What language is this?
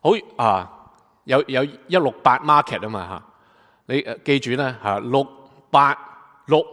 Cantonese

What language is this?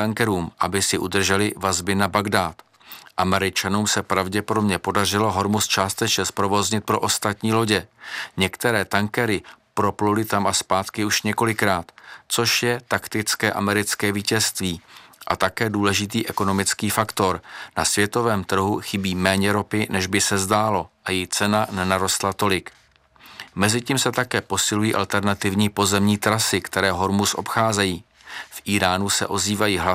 Czech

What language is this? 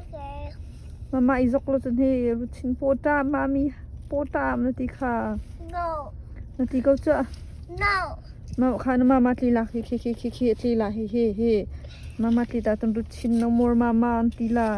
Hakha Chin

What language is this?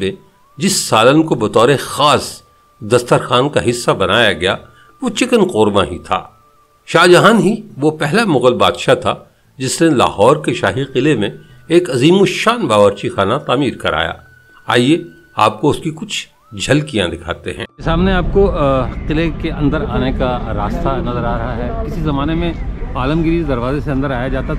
Urdu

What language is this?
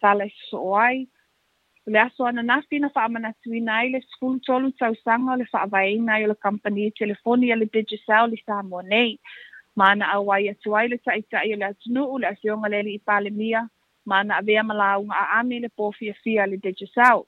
Samoan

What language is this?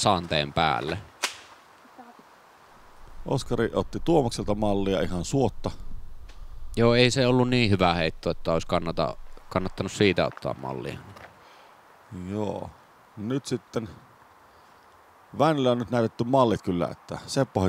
Finnish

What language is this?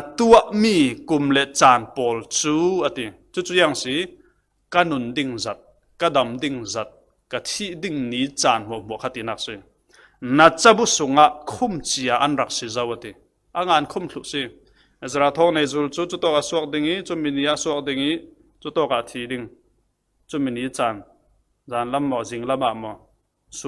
Falam Chin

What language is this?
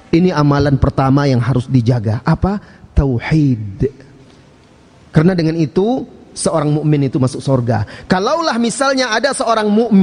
Indonesian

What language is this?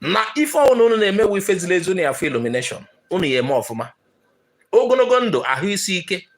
Igbo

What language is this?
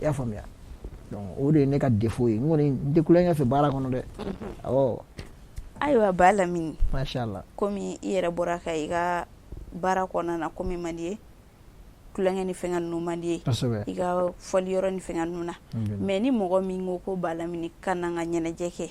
Bambara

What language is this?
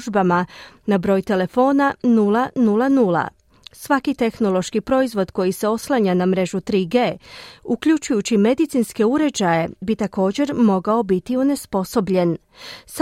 Croatian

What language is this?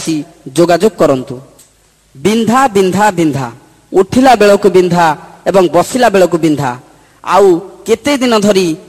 Odia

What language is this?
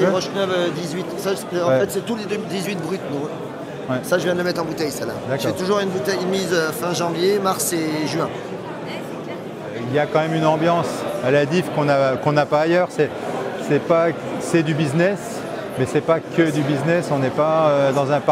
French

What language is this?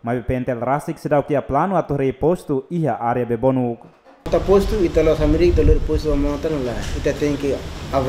Tetum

